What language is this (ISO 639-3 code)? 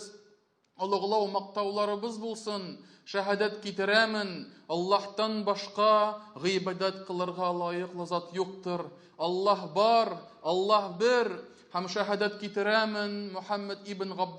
tat